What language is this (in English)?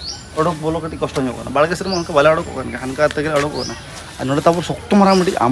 Santali